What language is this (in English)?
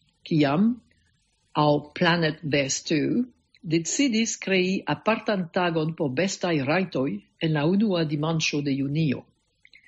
Esperanto